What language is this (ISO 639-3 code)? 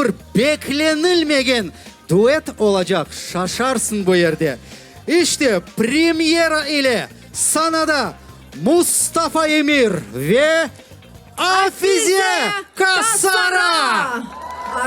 crh